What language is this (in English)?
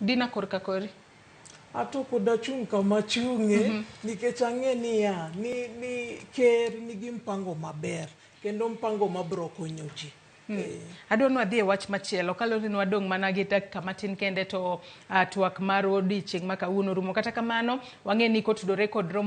Luo (Kenya and Tanzania)